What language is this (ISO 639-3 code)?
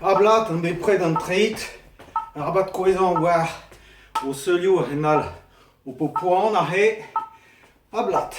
bre